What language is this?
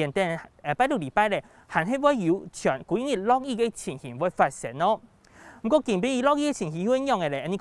Hakka Chinese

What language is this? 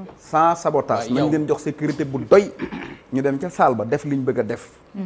Wolof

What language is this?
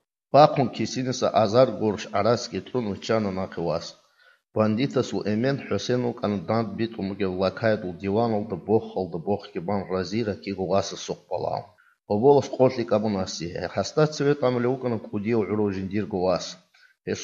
Avaric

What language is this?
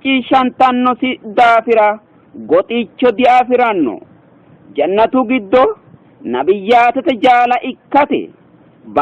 Sidamo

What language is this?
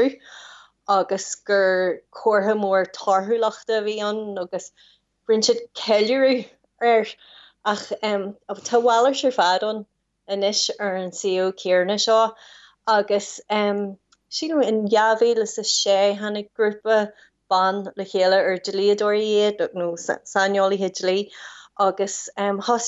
Irish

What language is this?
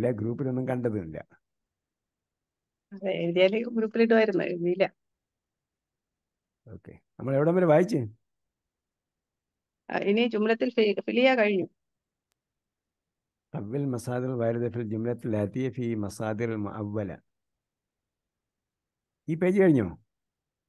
Malayalam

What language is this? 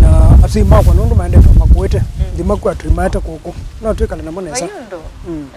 Kamba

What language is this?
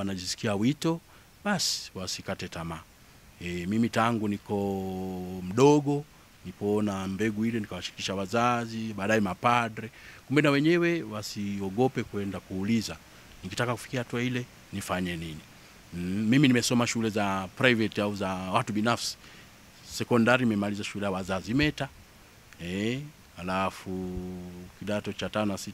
Swahili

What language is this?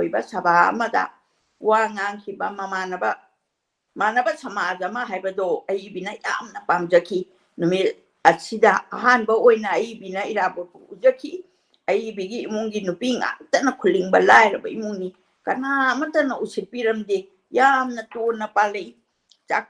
Manipuri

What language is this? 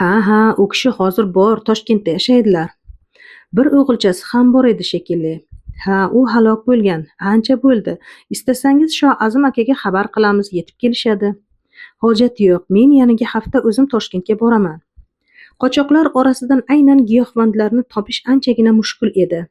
Uzbek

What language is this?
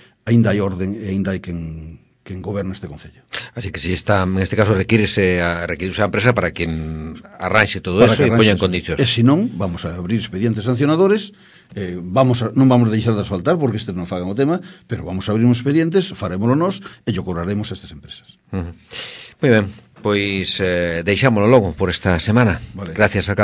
Galician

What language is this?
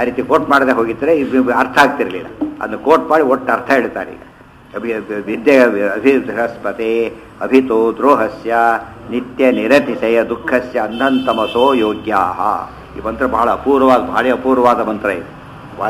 Kannada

